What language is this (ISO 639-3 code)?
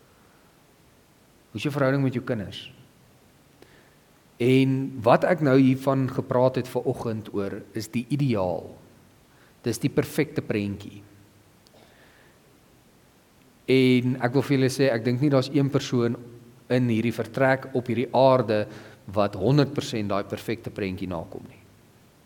afr